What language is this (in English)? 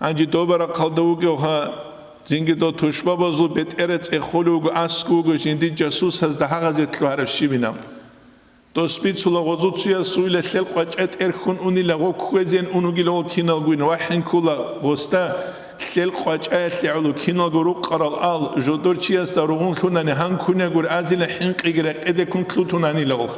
Avaric